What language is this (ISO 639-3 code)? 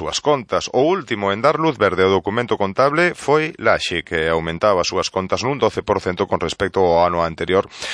glg